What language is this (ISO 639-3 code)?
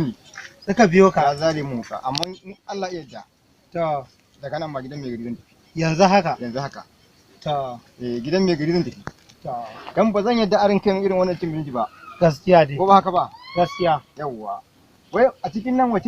hau